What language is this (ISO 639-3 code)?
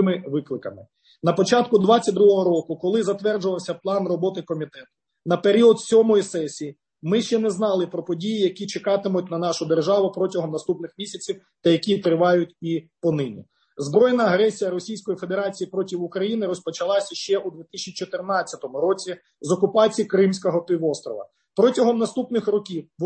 ukr